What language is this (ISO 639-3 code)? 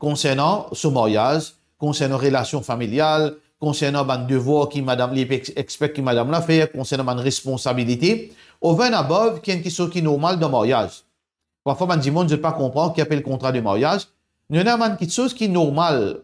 mfe